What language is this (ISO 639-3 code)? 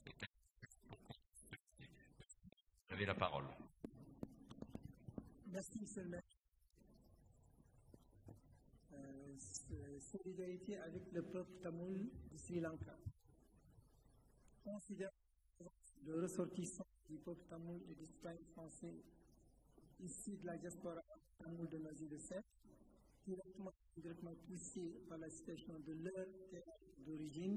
fra